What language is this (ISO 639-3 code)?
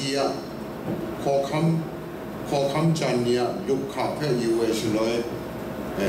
kac